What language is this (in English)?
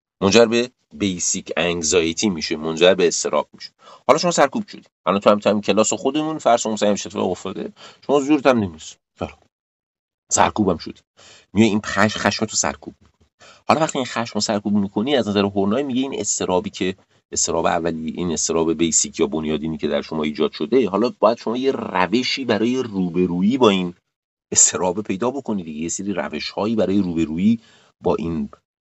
Persian